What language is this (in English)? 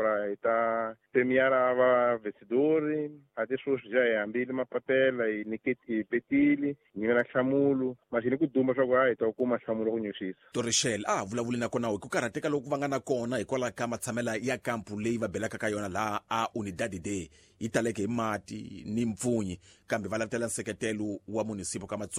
Tsonga